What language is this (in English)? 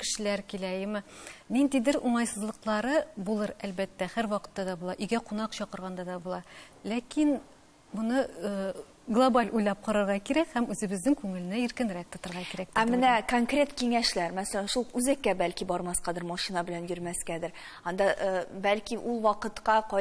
Tatar